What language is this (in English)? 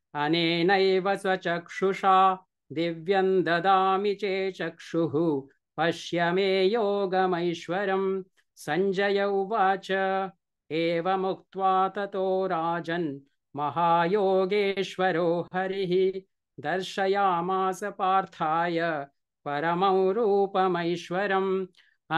Sanskrit